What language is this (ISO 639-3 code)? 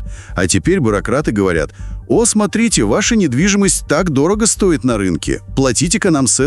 rus